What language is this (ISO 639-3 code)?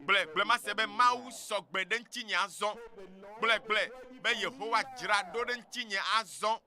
ewe